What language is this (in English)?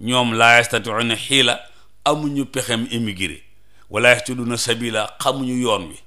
Wolof